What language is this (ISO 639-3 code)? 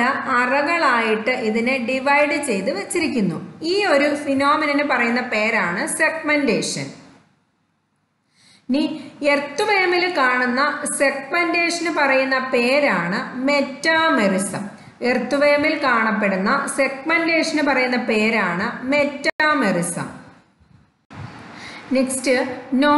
mal